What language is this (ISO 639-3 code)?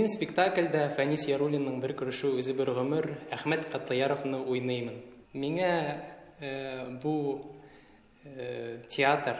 tat